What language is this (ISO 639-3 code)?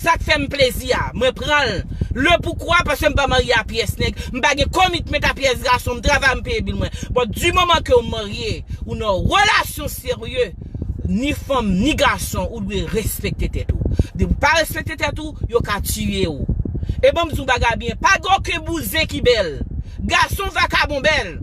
hat